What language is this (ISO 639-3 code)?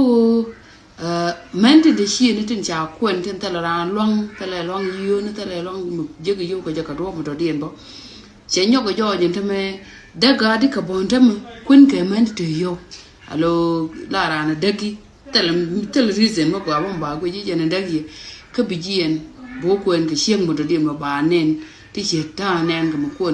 nus